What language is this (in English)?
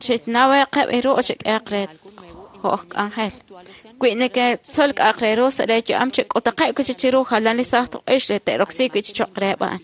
Kekchí